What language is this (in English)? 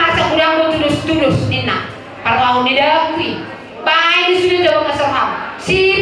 Batak Toba